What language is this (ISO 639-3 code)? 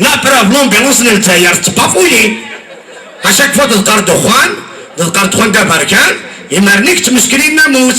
kab